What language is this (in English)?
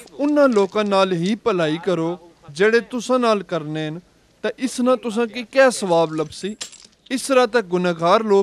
Pahari-Potwari